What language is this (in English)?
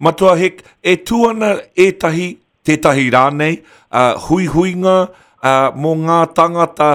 Māori